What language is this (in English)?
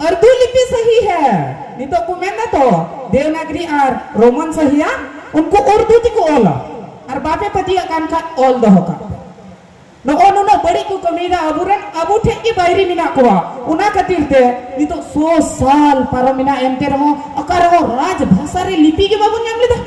Santali